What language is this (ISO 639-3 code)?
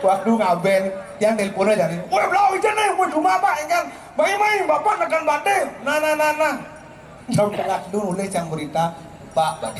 ban